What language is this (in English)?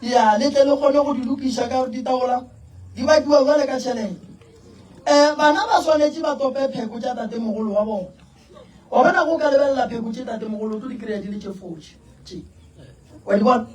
Northern Sotho